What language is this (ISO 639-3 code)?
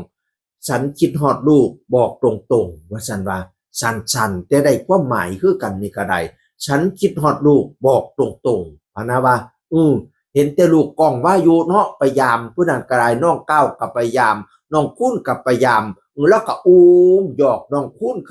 tts